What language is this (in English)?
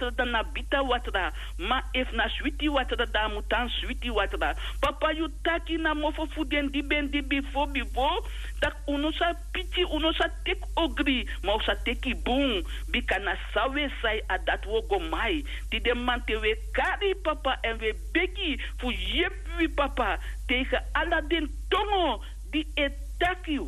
Sranan Tongo